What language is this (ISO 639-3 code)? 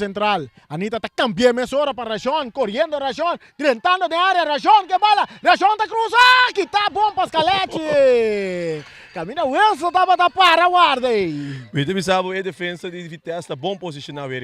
pap